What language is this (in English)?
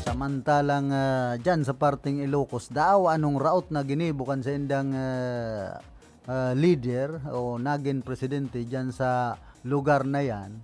Bikol